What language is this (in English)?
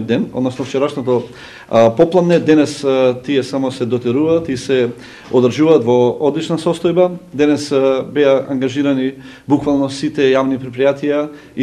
Macedonian